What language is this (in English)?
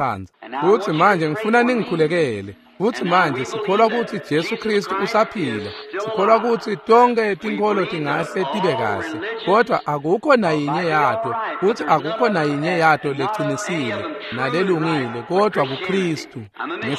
Swati